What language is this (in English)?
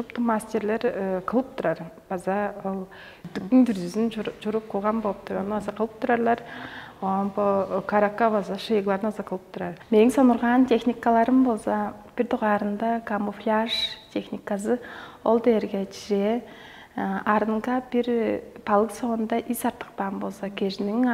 Tuvinian